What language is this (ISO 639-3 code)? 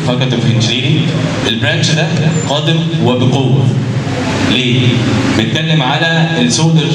arz